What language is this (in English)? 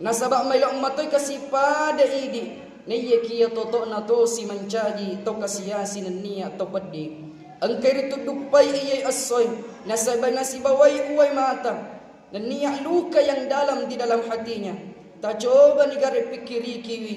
Buginese